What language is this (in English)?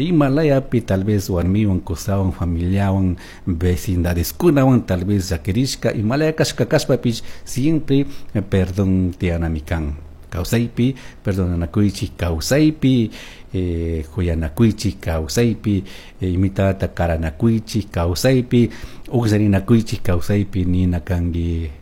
Chimborazo Highland Quichua